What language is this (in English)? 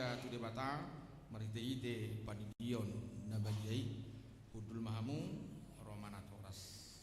Batak Toba